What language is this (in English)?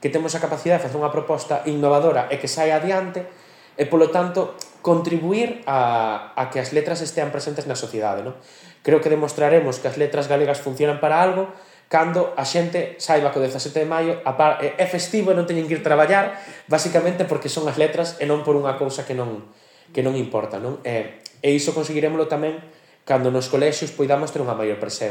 Galician